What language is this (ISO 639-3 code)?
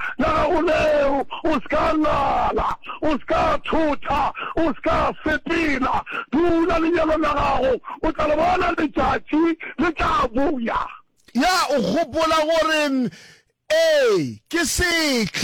nso